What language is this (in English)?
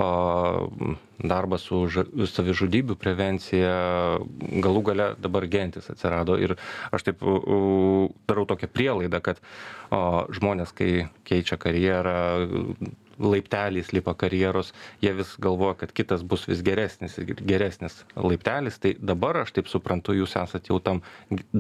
Lithuanian